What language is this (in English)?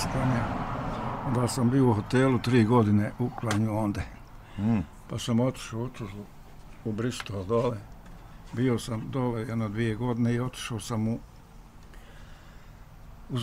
Bosnian